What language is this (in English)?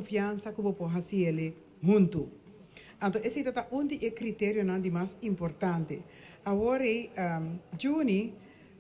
Papiamento